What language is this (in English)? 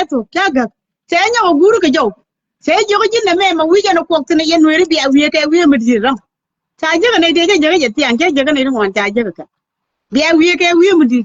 Nuer